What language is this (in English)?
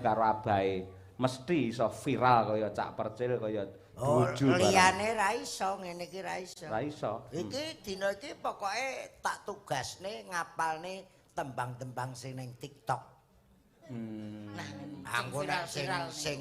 Javanese